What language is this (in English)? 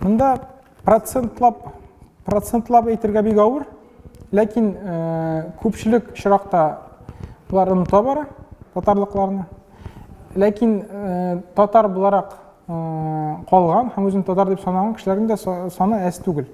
Tatar